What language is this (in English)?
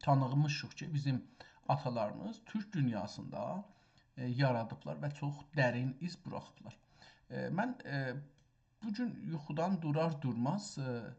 South Azerbaijani